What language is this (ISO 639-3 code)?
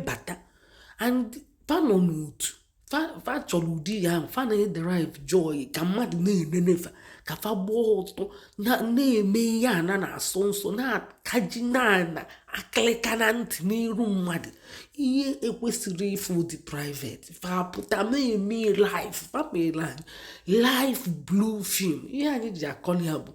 ibo